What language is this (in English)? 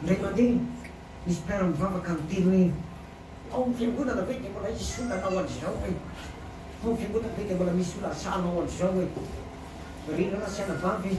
Malagasy